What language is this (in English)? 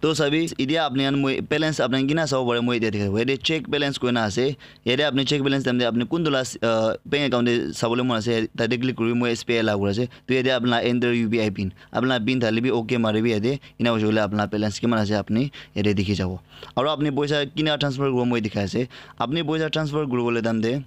Naga Pidgin